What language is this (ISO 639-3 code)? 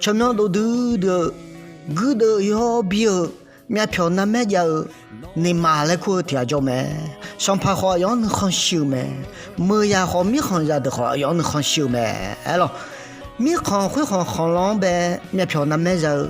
ahk